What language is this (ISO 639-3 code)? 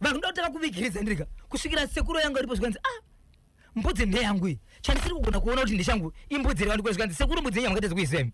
sna